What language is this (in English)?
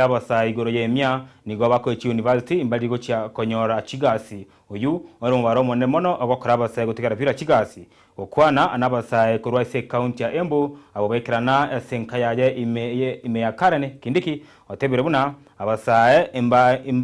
Gusii